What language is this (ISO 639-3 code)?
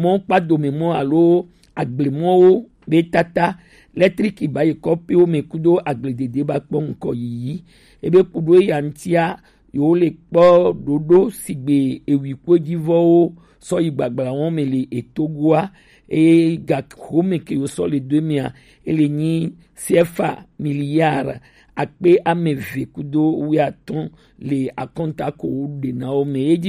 gej